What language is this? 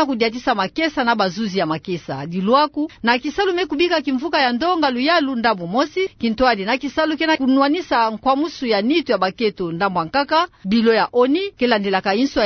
Kituba (Democratic Republic of Congo)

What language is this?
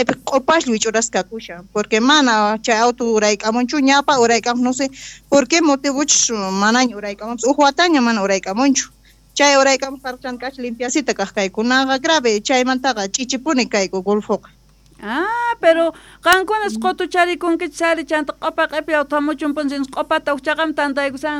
Quechua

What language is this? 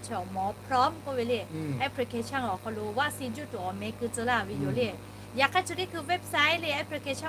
Lahu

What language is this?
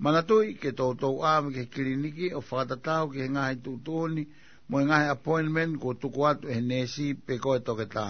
Tongan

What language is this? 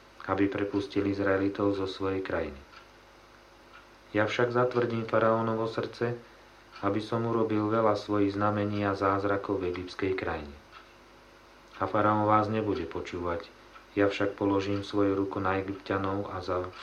Slovak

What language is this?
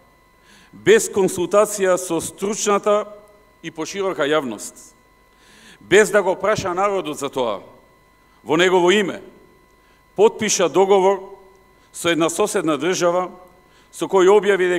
Macedonian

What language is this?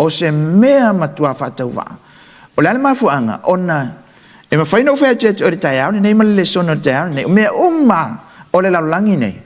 Samoan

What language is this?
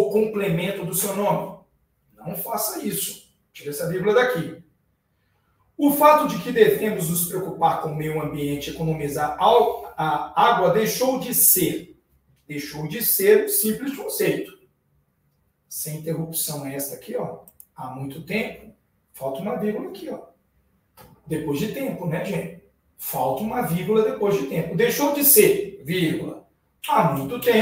Portuguese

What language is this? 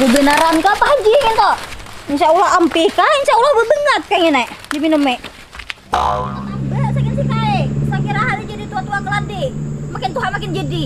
Banjar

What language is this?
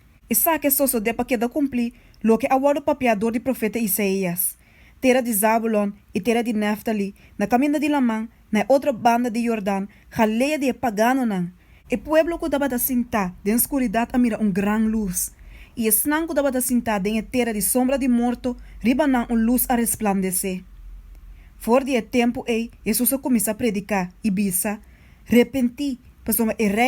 Papiamento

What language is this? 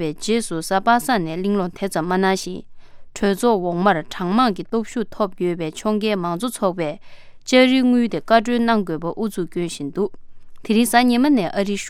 Tibetan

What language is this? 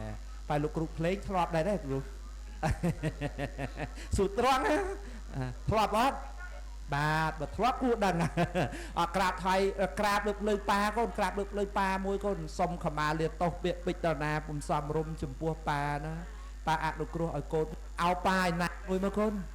Khmer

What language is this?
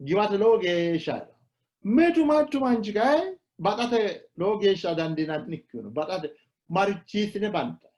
Sidamo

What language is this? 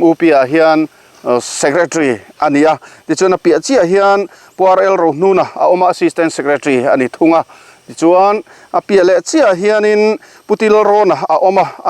Mizo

